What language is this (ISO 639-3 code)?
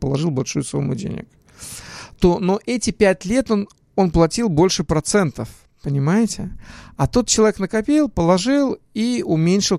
rus